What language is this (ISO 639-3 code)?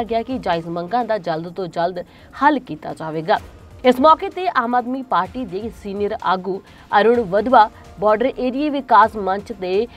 pan